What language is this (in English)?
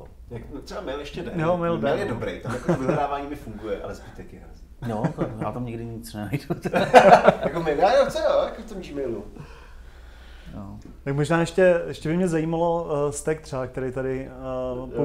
Czech